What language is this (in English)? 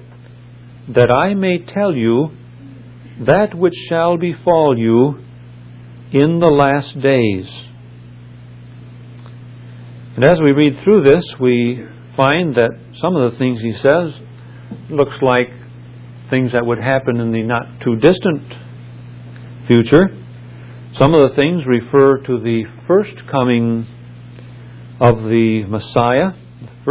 English